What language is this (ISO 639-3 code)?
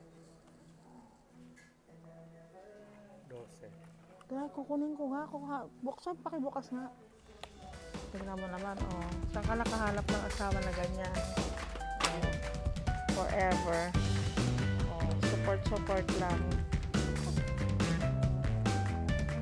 fil